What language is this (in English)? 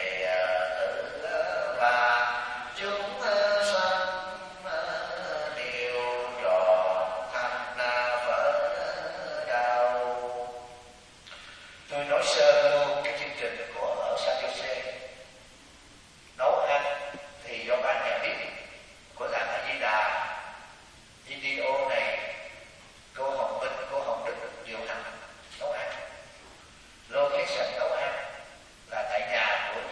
Vietnamese